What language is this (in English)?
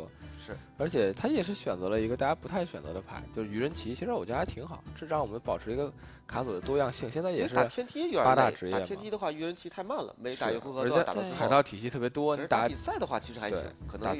Chinese